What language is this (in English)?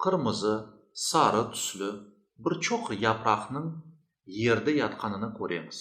Crimean Tatar